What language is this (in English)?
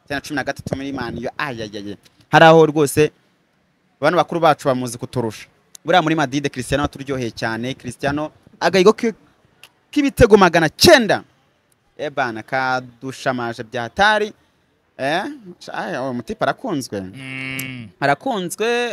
Kinyarwanda